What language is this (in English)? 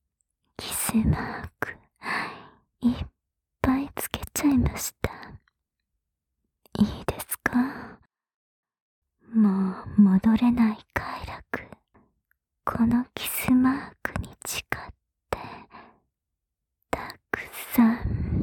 Japanese